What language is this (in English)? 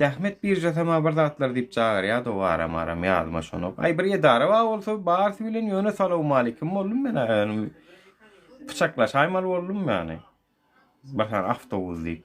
Turkmen